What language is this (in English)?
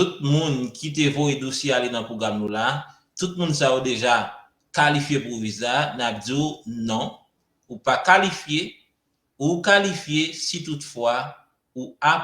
Haitian Creole